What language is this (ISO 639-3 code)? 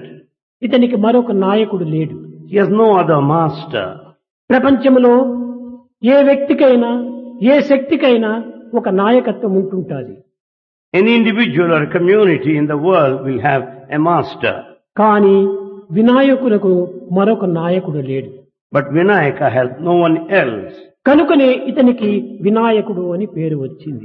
tel